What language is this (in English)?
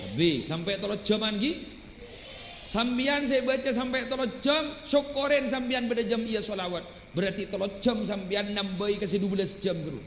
Madurese